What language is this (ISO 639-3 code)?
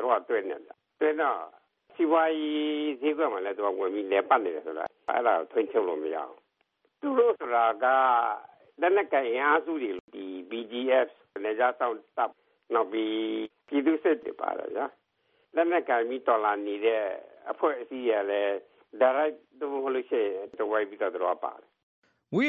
mya